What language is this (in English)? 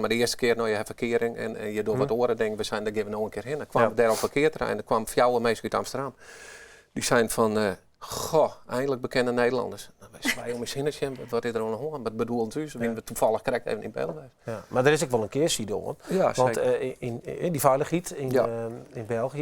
Western Frisian